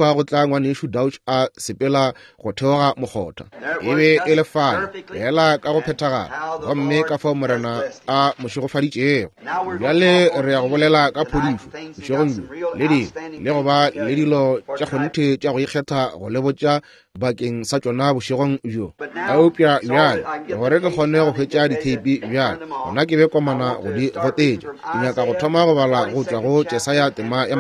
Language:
Northern Sotho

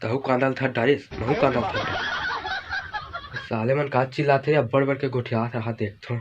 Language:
Chhattisgarhi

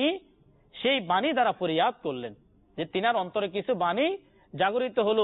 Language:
Bangla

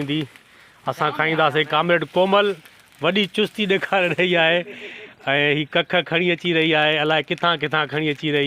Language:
Sindhi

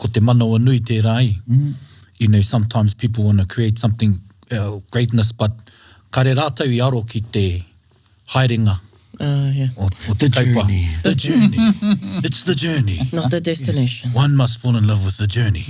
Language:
Māori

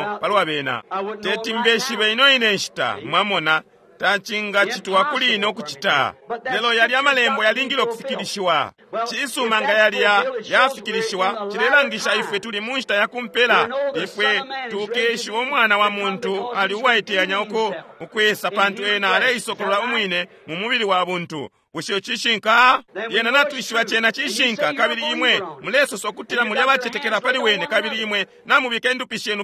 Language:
Bemba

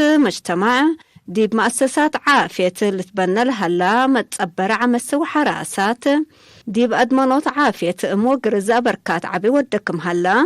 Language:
Tigre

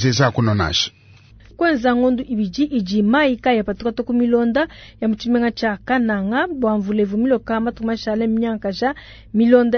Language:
Luba-Lulua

